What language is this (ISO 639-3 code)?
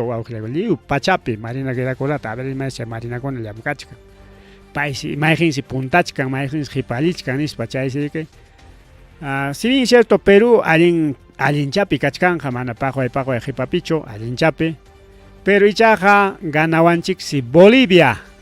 quy